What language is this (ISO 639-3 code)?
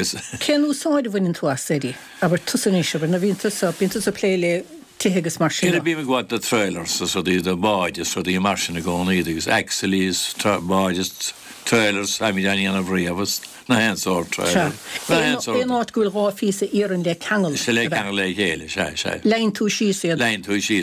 gle